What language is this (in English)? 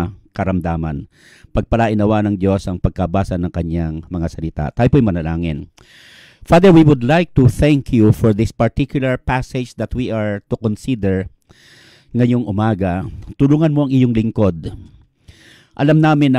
Filipino